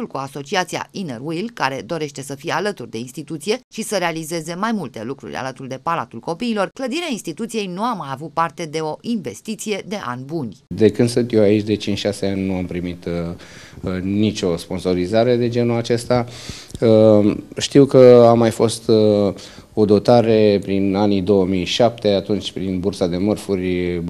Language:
Romanian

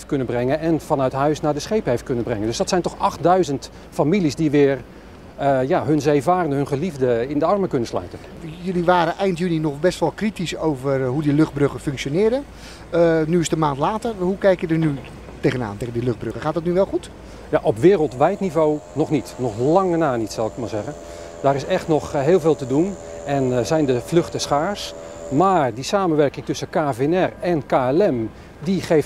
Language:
Dutch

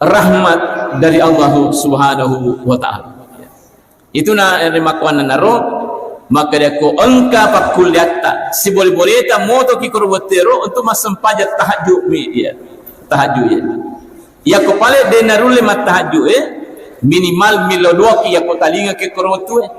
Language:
Buginese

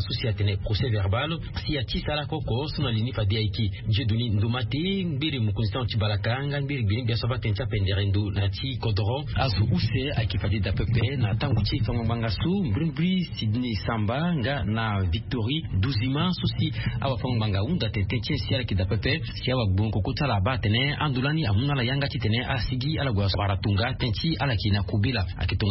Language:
Sango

